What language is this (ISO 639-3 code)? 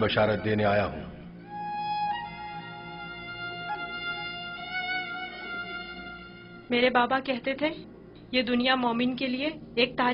urd